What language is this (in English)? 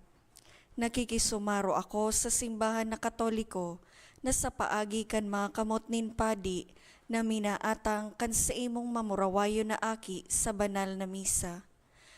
Bikol